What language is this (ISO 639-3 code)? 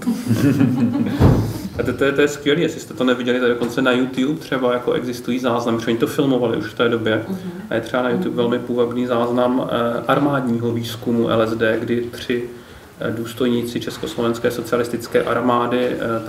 ces